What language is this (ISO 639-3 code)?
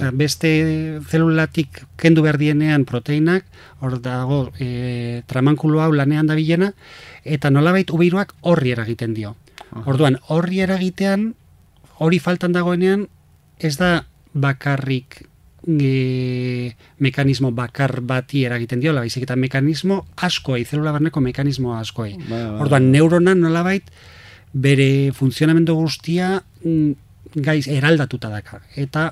eus